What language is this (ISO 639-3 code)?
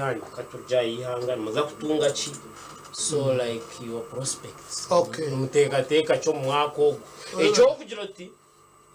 nyn